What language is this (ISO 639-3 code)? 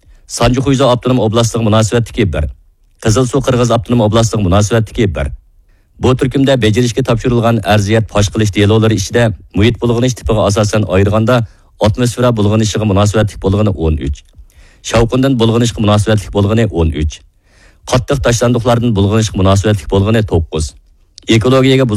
uig